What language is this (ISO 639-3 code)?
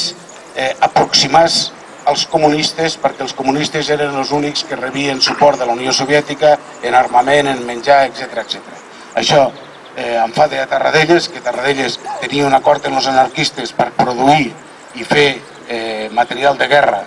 cat